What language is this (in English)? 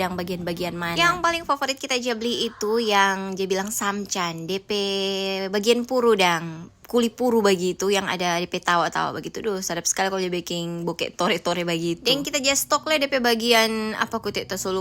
Manado Malay